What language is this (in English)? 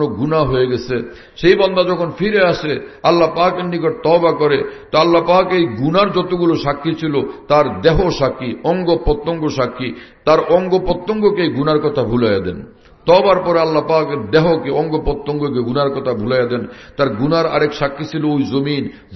Bangla